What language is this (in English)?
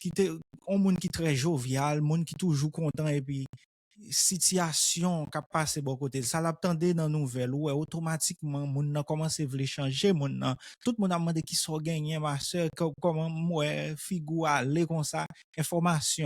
Haitian Creole